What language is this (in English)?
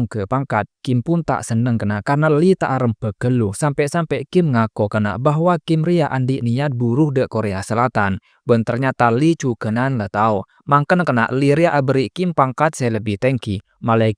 Madurese